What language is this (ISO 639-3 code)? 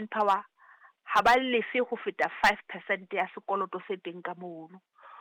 sot